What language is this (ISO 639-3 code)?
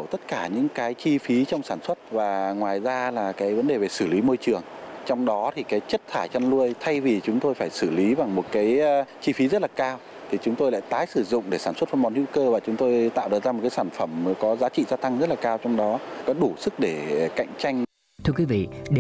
vie